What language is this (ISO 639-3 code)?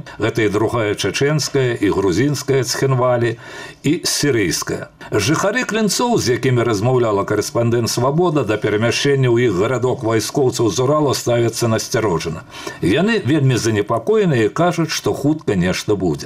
bel